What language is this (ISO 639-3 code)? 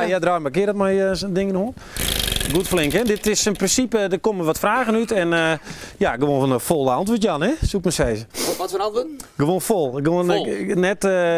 fry